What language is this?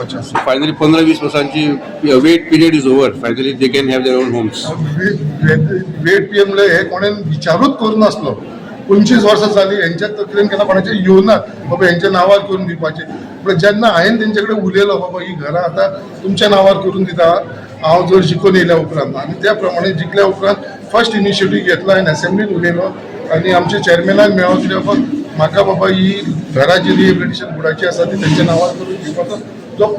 Konkani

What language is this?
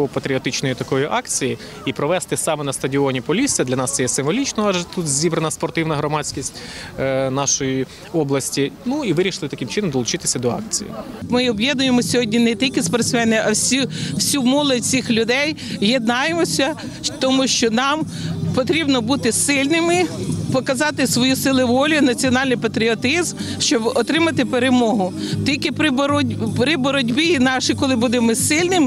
Ukrainian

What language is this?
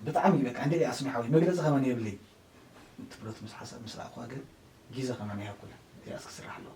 Tigrinya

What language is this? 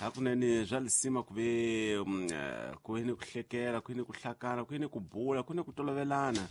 Tsonga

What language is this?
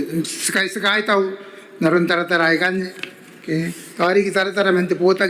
Gilbertese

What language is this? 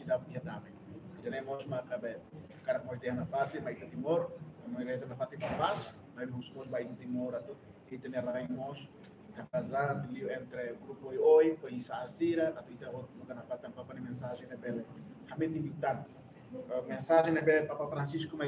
Tetum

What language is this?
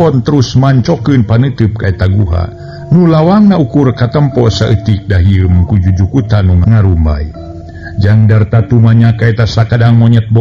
Sundanese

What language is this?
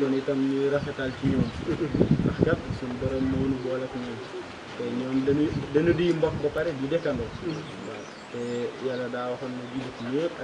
Wolof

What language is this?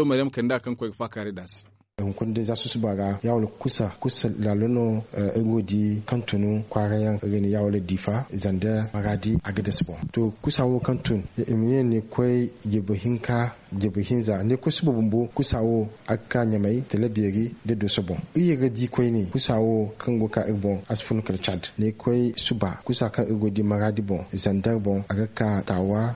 Zarma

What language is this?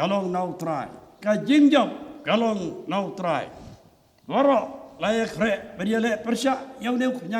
Khasi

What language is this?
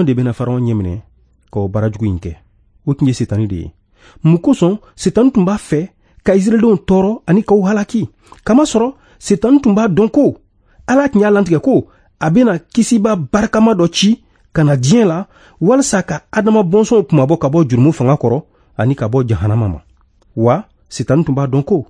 Bambara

